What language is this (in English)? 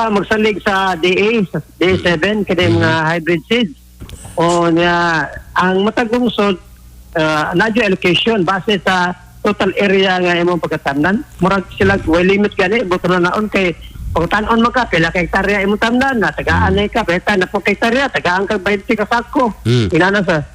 Cebuano